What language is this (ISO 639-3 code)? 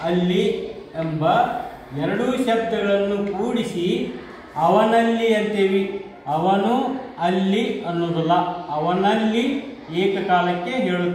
kan